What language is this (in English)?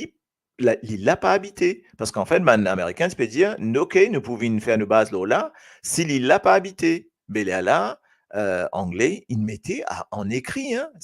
Morisyen